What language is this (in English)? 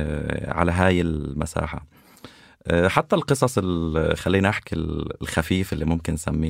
North Levantine Arabic